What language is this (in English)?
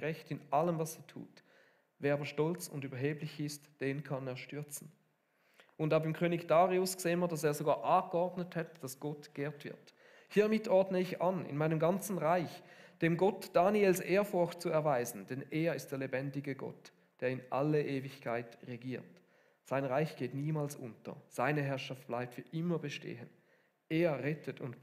Swiss German